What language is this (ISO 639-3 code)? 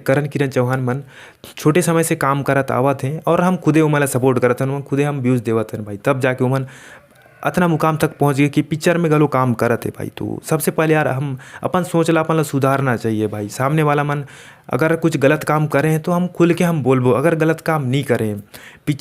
hne